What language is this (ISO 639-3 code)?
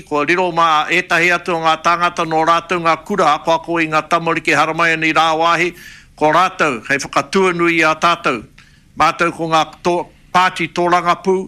mri